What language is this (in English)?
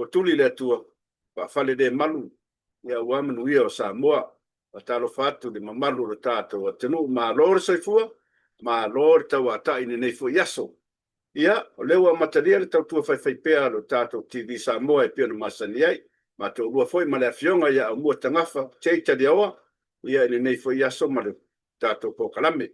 Samoan